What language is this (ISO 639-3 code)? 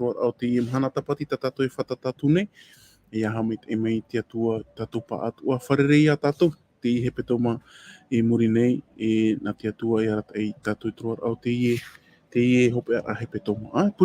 tah